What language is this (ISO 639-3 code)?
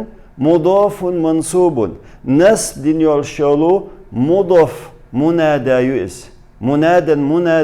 che